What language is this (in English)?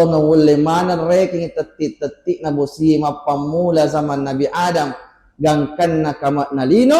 Buginese